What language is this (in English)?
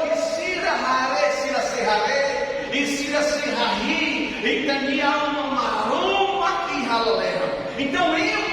Tetum